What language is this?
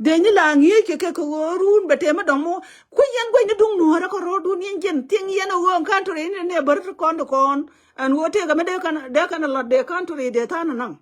Nuer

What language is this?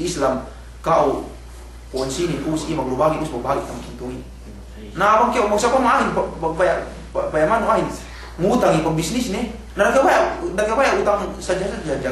Yakan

